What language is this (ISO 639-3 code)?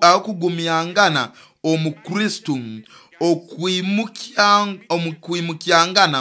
nyo